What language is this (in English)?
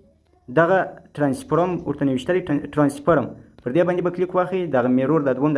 Pashto